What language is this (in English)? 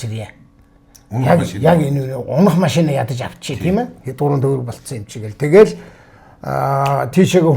Mongolian